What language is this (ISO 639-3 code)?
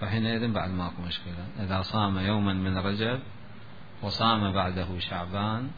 acm